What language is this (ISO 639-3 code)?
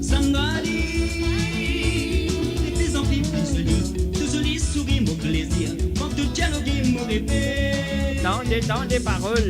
mfe